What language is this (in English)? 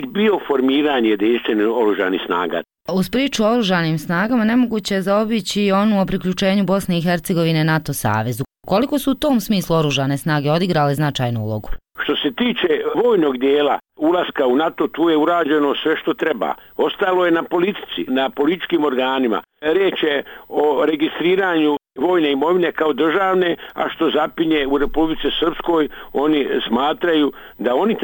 Bosnian